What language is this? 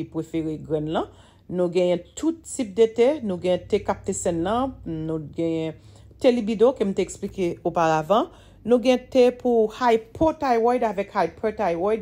Haitian Creole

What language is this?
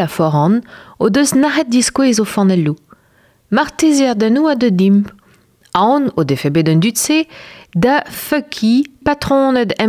Breton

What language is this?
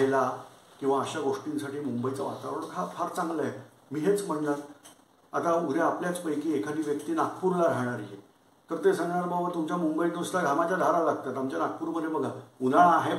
Marathi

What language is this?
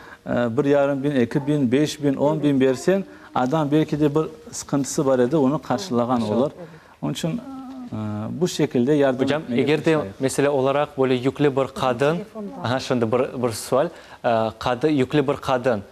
Crimean Tatar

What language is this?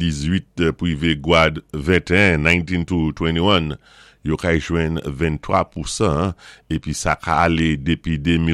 Saint Lucian Creole French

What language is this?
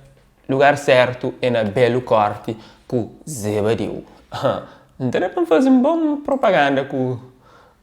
Kabuverdianu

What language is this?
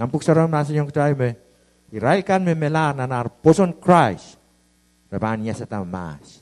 Pohnpeian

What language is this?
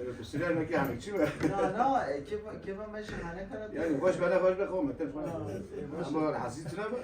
Kurdish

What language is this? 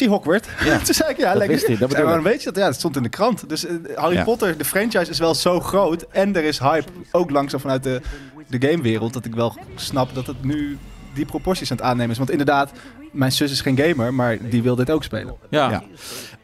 Dutch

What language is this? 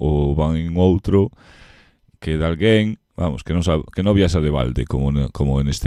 Galician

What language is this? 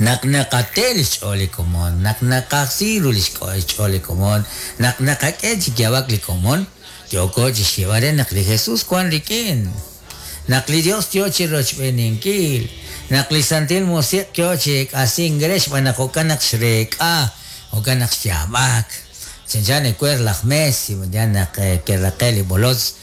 Kekchí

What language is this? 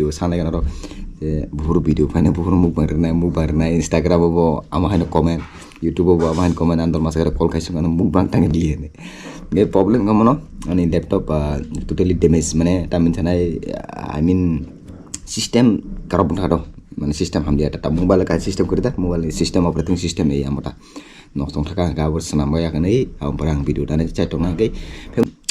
Kok Borok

